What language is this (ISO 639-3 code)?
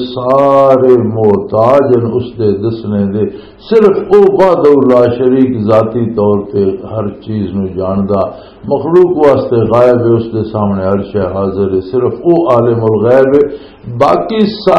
lah